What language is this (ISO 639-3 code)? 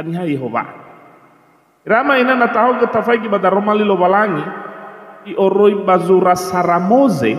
nia